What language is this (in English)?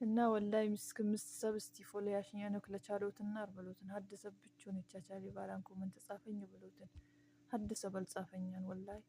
Amharic